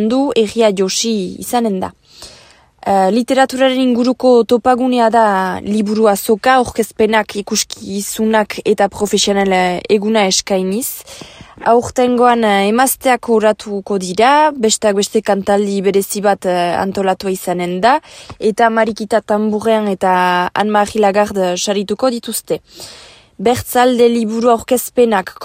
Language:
Basque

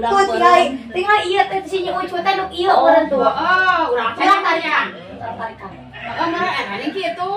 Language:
Sundanese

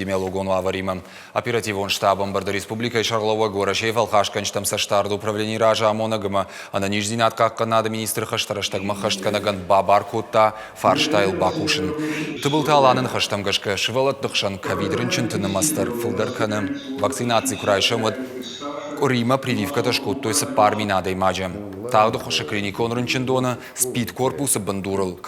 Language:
Ossetic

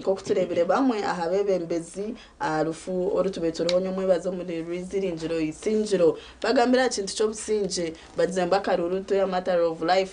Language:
Nyankole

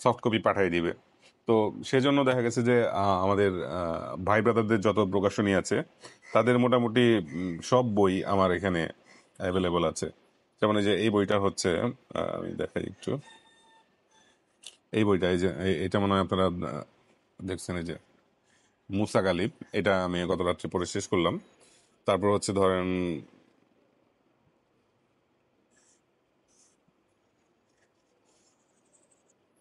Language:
Bangla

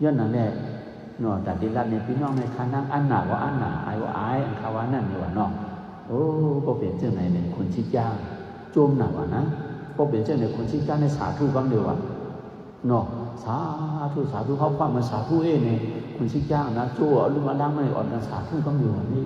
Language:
Shan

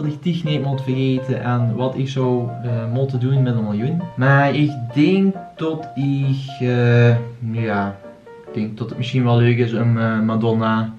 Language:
Limburgish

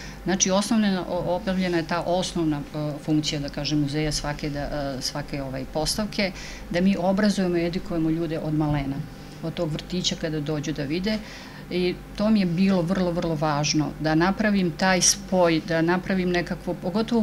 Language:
Serbian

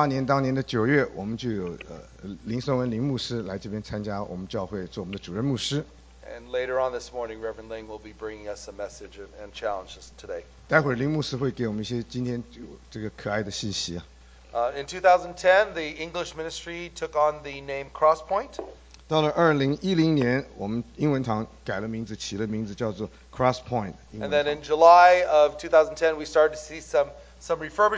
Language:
Chinese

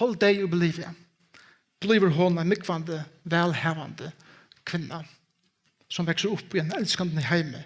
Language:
Faroese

